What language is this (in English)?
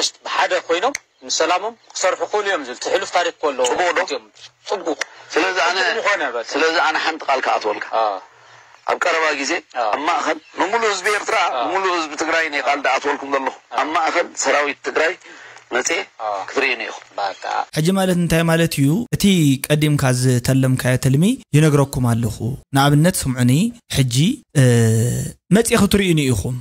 Tigrinya